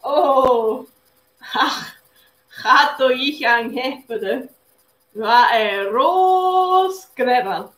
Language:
Scottish Gaelic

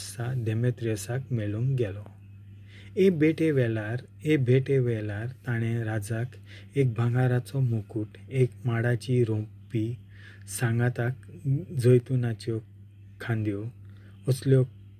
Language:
Konkani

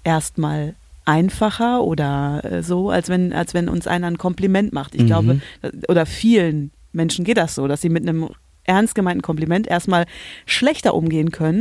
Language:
German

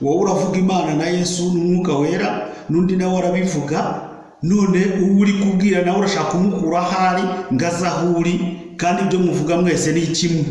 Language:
Kinyarwanda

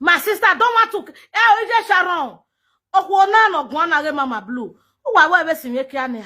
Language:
Nigerian Pidgin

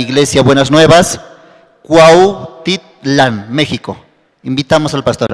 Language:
South Bolivian Quechua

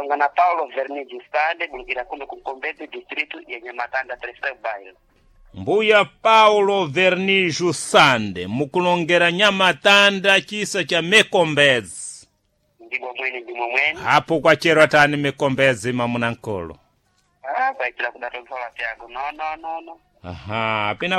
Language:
Sena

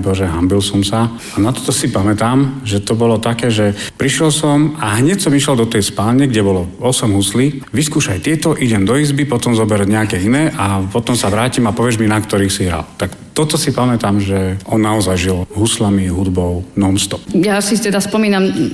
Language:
Slovak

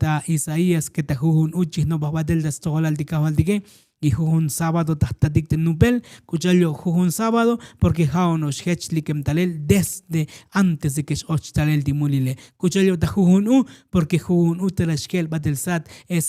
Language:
Tzotzil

